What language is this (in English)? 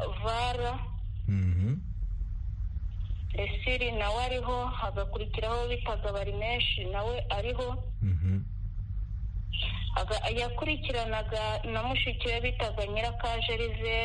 Kinyarwanda